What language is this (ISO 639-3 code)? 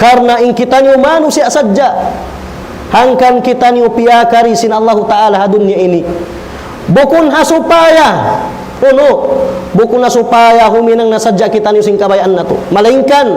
tsg